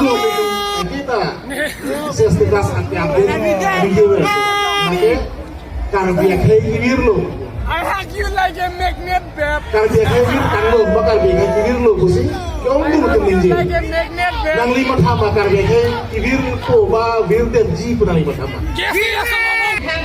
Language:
Karbi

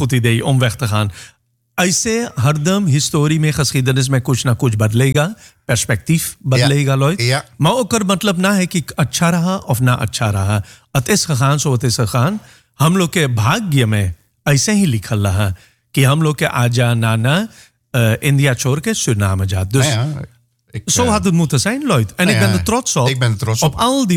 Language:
Dutch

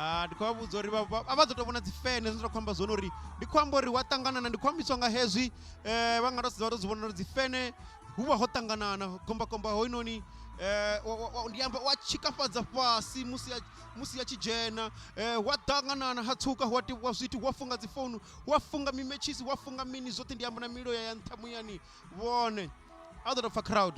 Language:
Venda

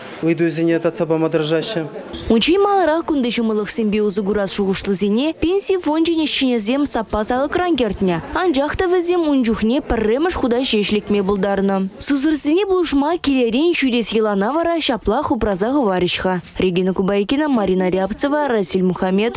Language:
Chuvash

